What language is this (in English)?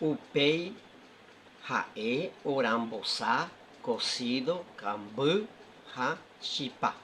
Guarani